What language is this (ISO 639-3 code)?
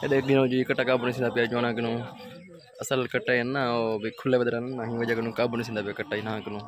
skr